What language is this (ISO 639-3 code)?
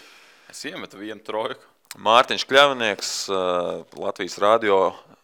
lav